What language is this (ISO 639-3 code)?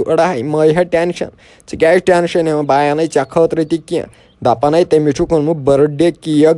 kas